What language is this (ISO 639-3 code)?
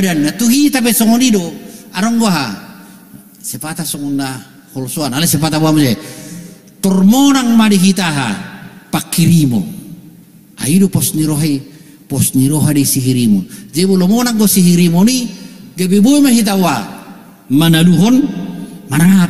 bbc